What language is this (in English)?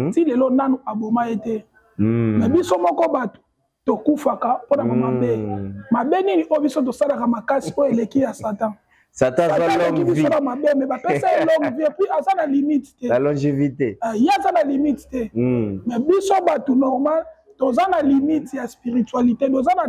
Lingala